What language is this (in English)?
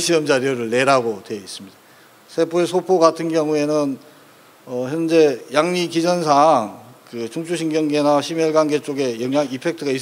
Korean